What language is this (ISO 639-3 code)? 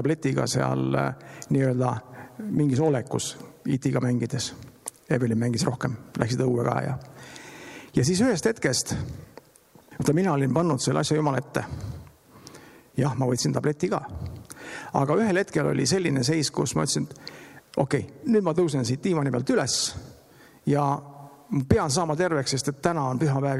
est